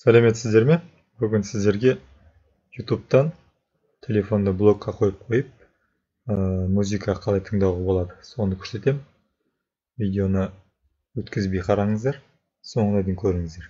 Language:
Kazakh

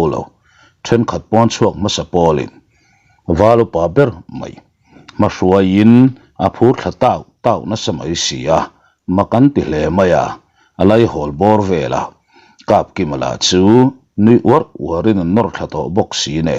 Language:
Mizo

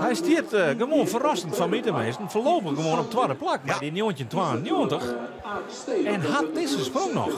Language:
Western Frisian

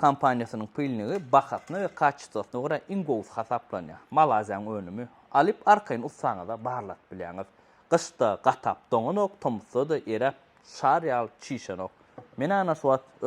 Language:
Turkmen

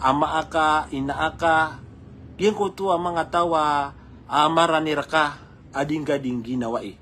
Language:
Maranao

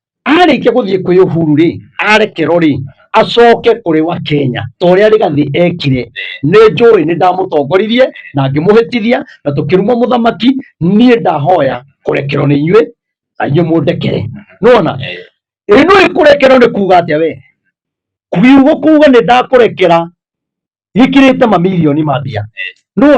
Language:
Kikuyu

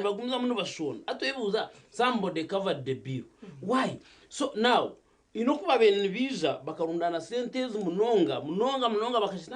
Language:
Nyankole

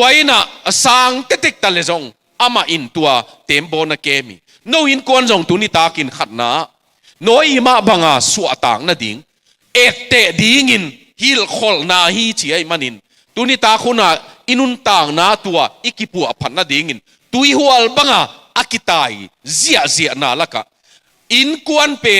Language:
Tedim Chin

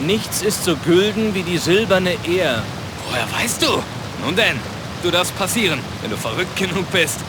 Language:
Bavarian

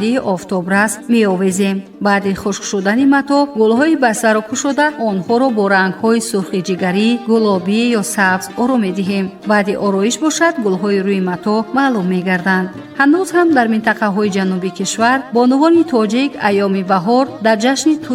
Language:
Tajik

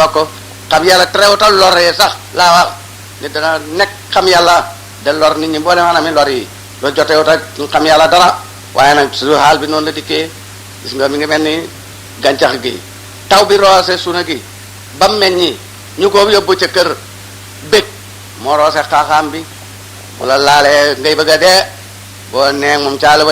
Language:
Wolof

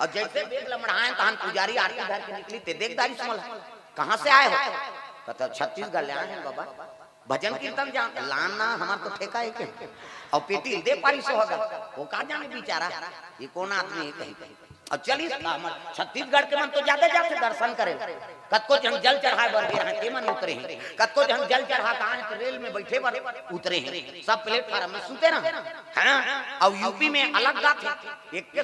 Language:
Chhattisgarhi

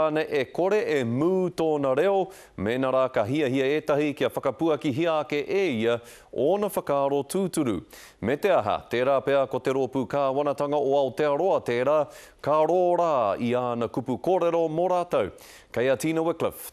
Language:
Māori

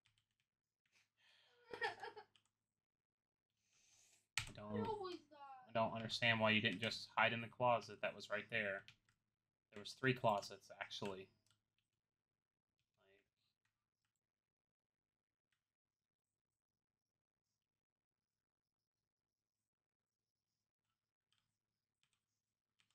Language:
English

